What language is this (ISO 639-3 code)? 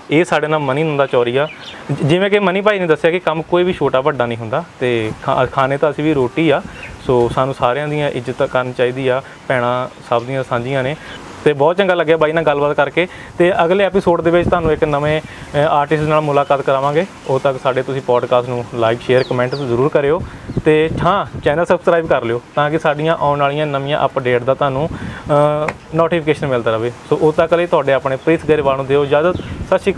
pan